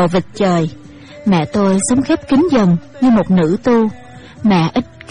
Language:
Vietnamese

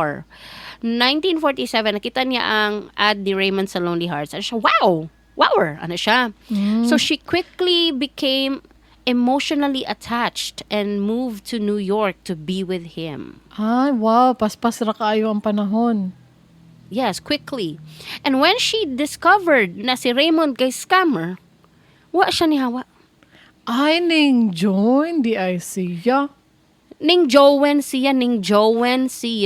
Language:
Cebuano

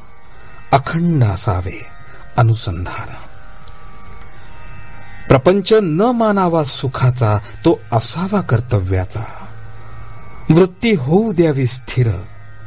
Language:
Marathi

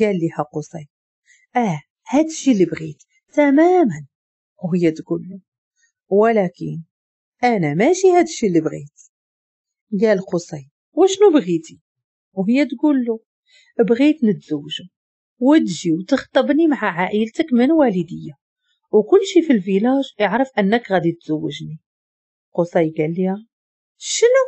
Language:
Moroccan Arabic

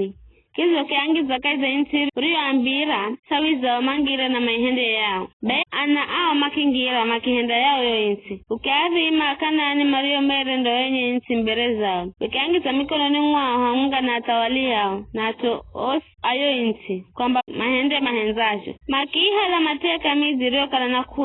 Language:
Giryama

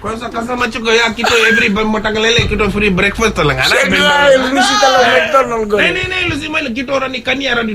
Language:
Fijian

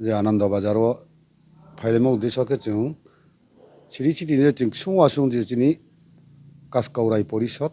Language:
Riang (India)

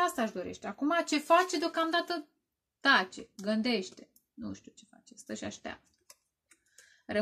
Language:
Romanian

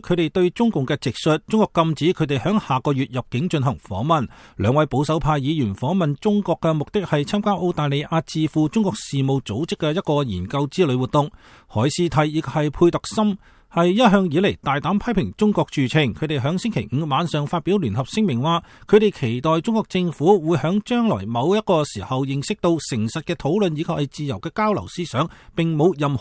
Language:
Cantonese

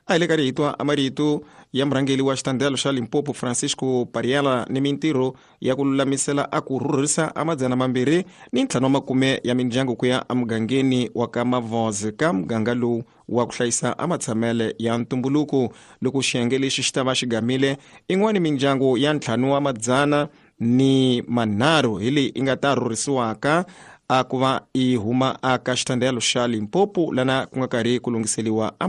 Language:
Tsonga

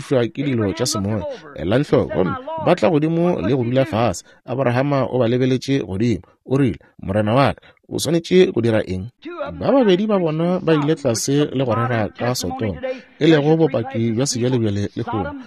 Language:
Northern Sotho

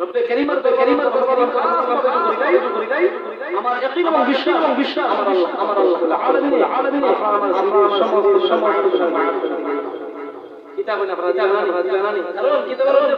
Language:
Sylheti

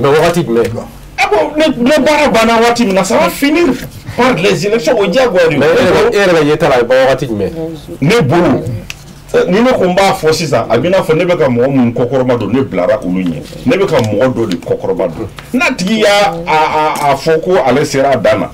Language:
Bambara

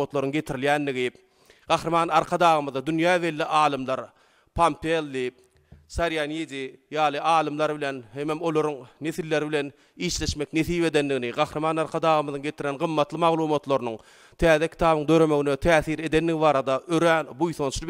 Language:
Turkmen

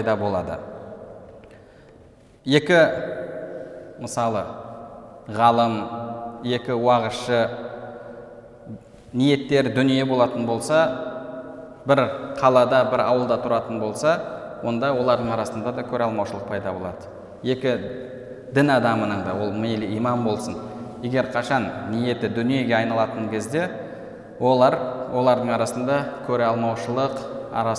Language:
Kazakh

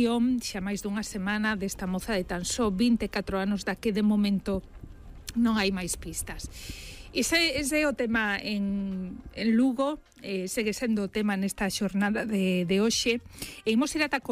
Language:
Galician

